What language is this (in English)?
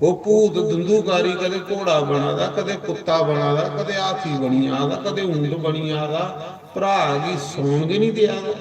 Dogri